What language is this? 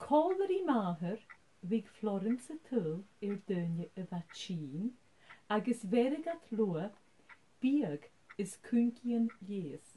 Scottish Gaelic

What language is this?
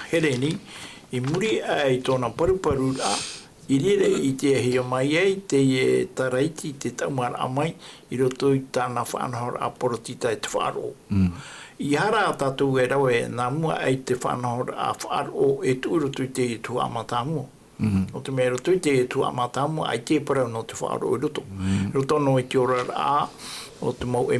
Tahitian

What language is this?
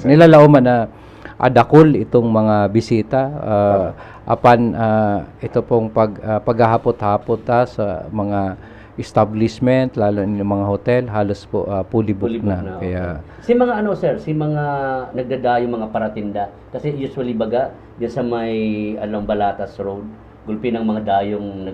Bikol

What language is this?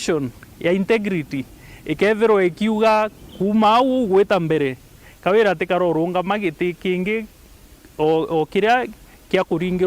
Meru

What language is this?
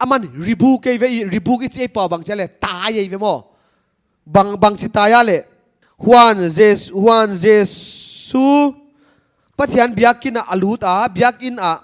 Paite Chin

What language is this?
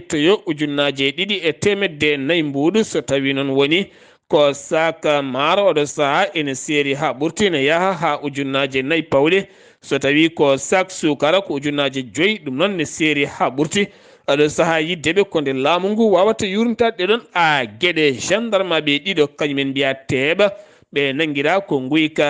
Fula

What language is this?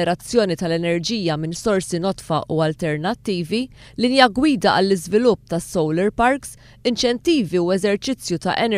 Maltese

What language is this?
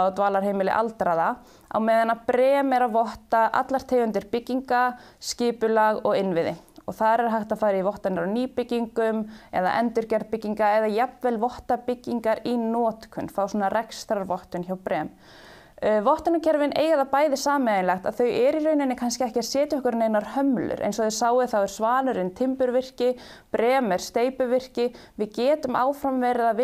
Icelandic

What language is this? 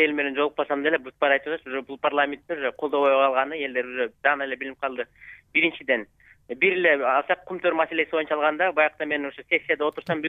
Kyrgyz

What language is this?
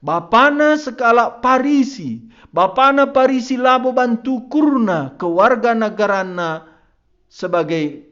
Batak Karo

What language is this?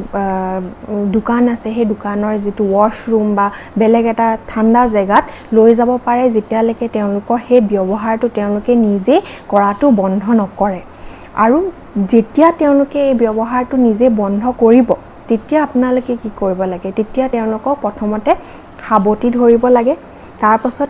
Assamese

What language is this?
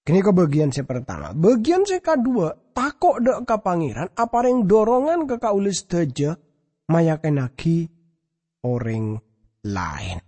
Madurese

